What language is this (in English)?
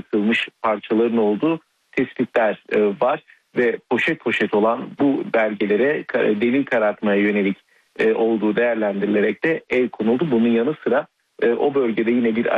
Turkish